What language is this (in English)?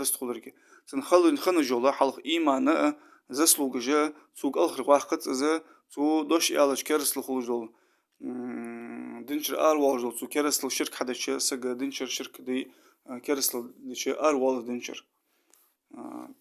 Ingush